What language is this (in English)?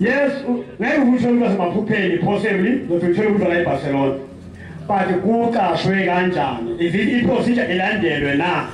Zulu